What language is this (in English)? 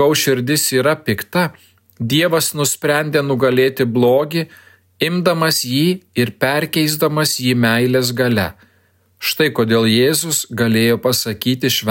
Lithuanian